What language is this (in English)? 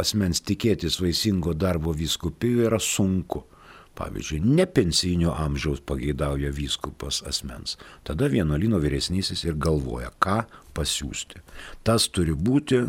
Lithuanian